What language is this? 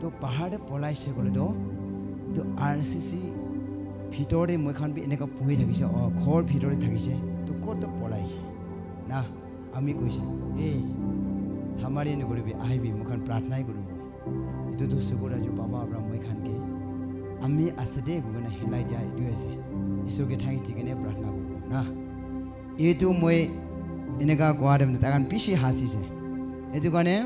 Naga Pidgin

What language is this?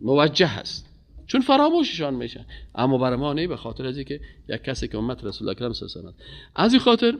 Persian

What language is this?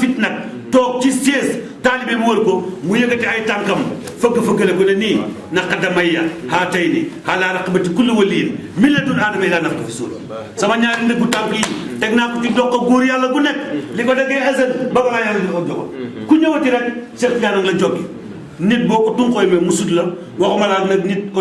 Wolof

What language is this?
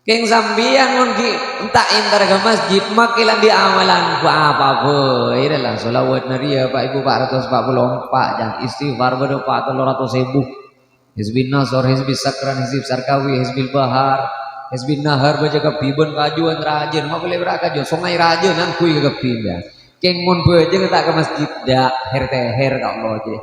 Madurese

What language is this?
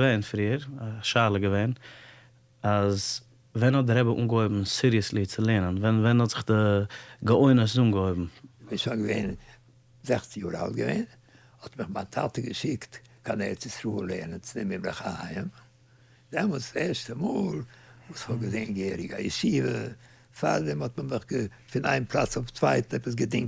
Yiddish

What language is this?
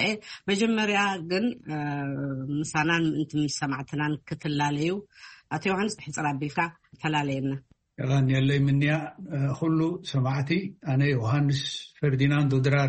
Tigrinya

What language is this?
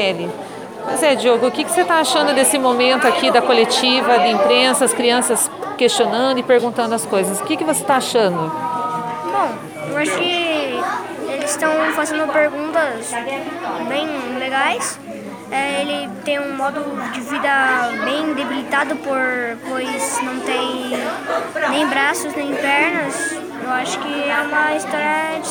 Portuguese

